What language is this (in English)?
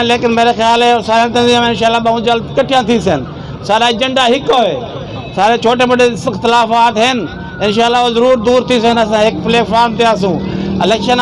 Saraiki